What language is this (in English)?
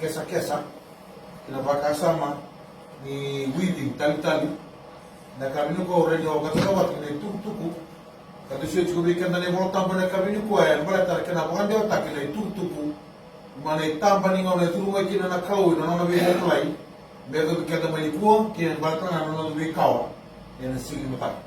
Fijian